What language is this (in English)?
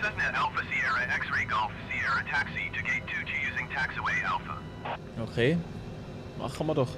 Swiss German